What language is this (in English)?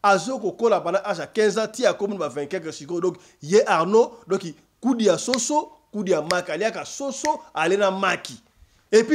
Lingala